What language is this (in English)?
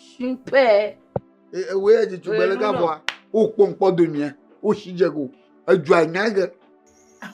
Ewe